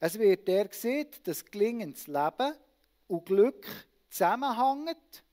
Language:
Swiss German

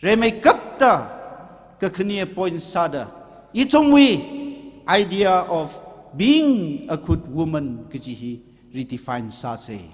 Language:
Tangkhul Naga (India)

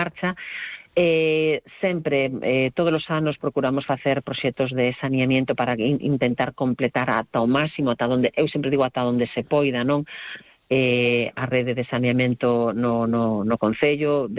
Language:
Galician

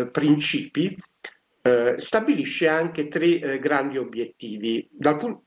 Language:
Italian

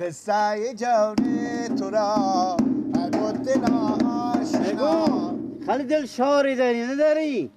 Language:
Persian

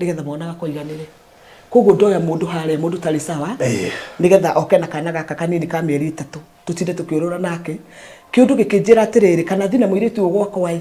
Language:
Kikuyu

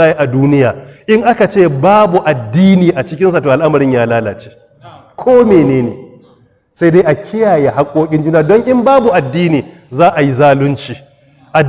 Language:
Hausa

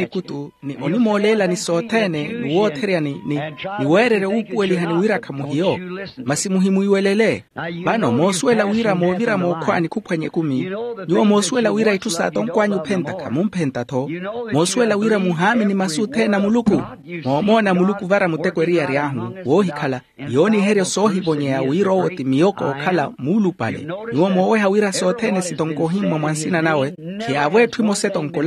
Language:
Makhuwa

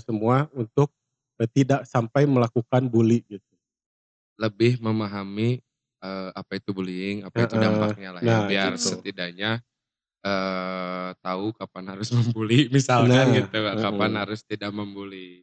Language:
Indonesian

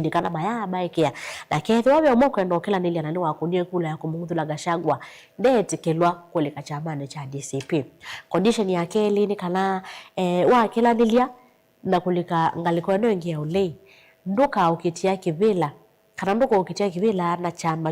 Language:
Kamba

